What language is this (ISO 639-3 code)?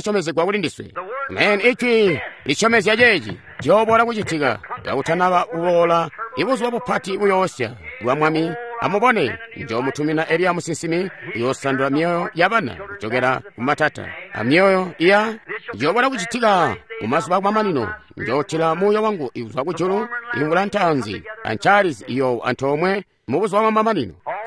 toi